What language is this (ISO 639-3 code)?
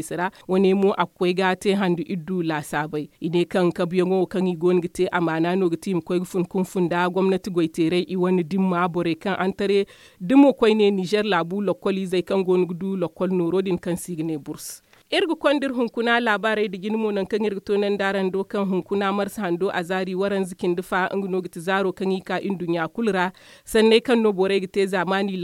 dje